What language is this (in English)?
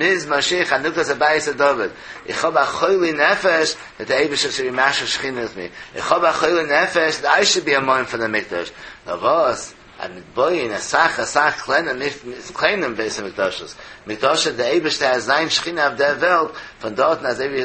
Yiddish